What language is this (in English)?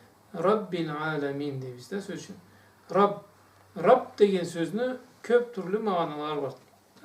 Karachay-Balkar